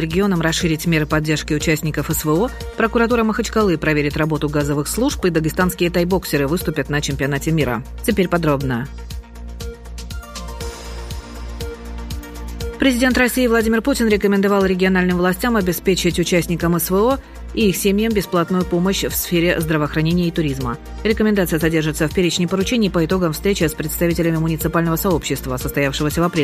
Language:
Russian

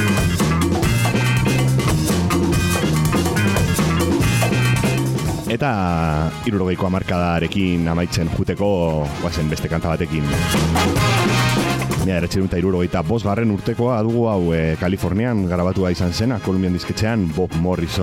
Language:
Basque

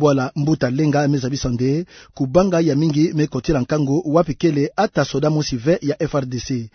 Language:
Kituba (Democratic Republic of Congo)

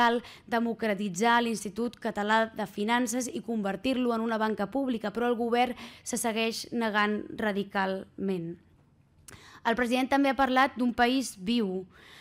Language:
Catalan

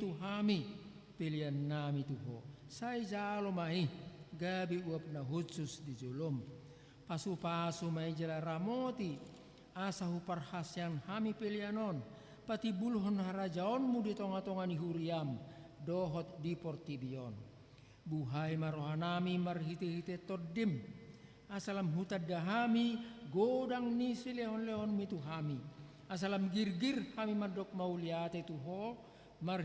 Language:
Batak Toba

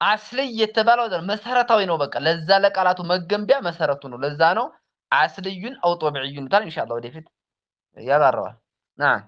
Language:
Amharic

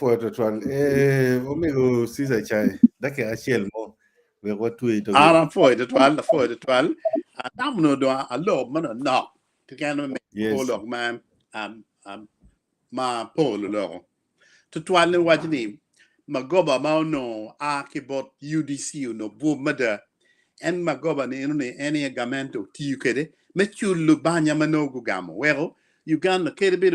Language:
Acoli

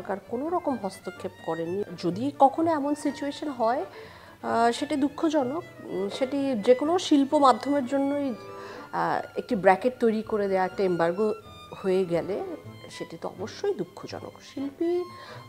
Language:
Bangla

